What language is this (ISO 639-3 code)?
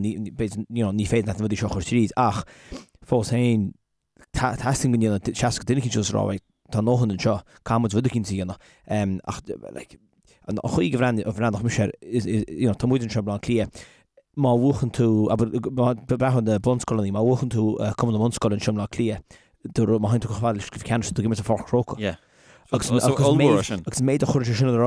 gle